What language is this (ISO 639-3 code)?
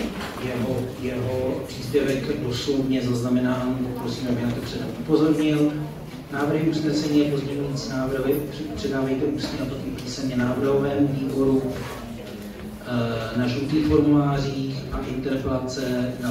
ces